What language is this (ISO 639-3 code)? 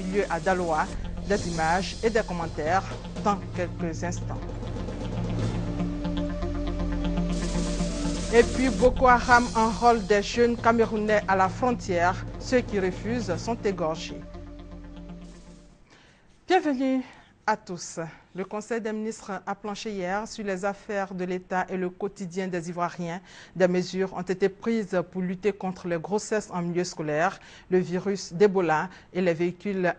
fra